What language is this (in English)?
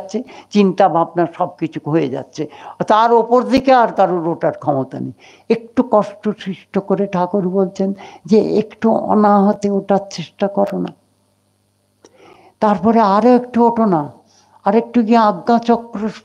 Bangla